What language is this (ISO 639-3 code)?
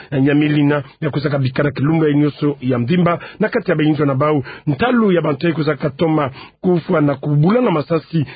ktu